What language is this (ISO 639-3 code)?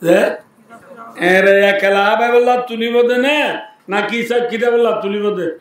rhg